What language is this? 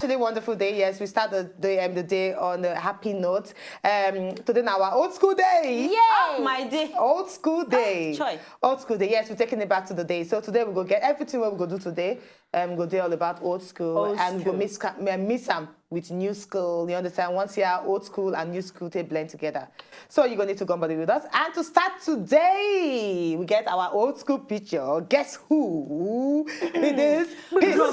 Nigerian Pidgin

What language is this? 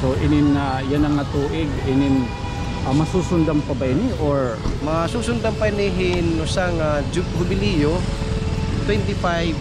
Waray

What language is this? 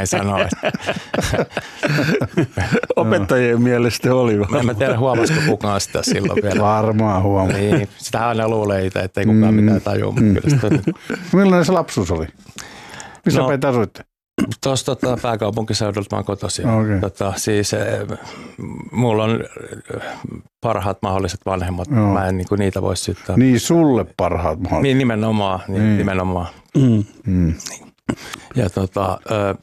Finnish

